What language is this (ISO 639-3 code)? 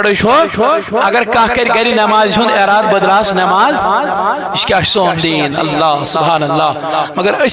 kas